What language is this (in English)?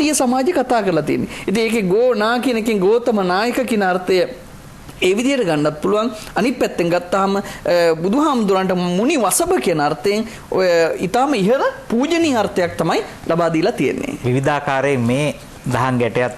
Sinhala